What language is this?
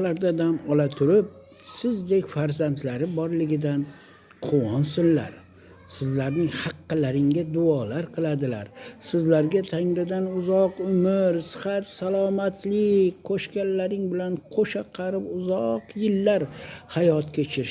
Uzbek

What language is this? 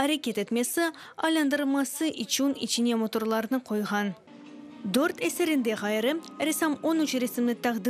Crimean Tatar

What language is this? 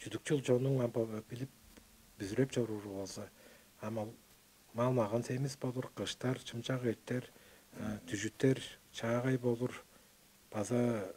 Tuvinian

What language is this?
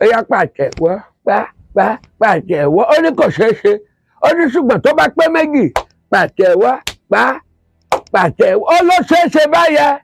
Yoruba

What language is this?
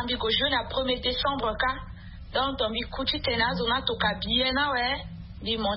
Sango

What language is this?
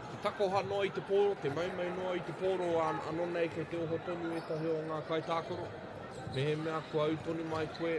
Māori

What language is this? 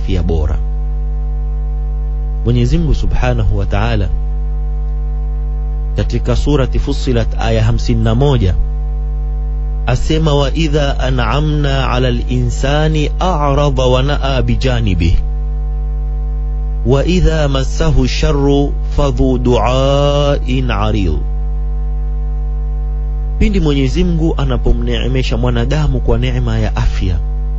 Swahili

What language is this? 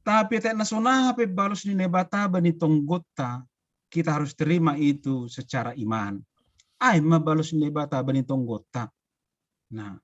Batak Simalungun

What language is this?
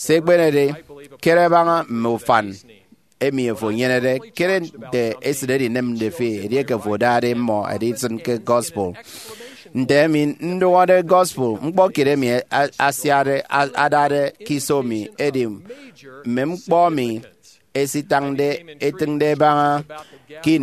Efik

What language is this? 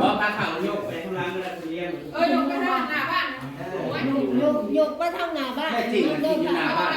Northeastern Thai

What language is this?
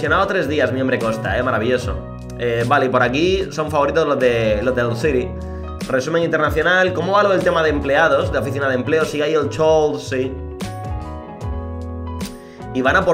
Spanish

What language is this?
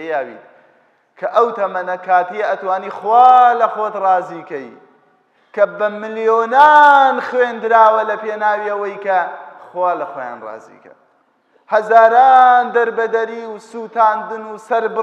Central Kurdish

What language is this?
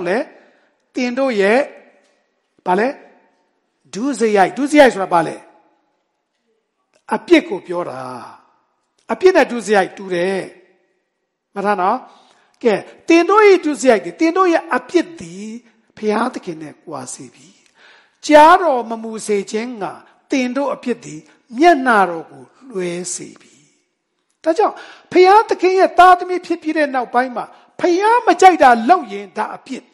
Burmese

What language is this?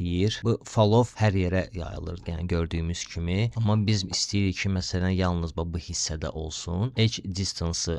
Azerbaijani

